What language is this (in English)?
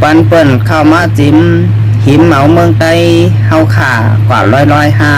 Shan